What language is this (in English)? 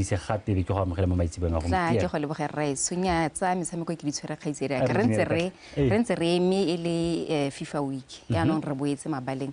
Tswana